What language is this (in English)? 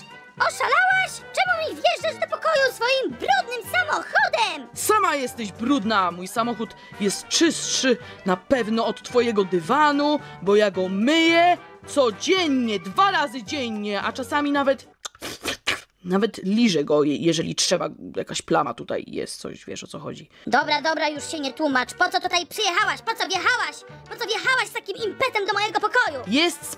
Polish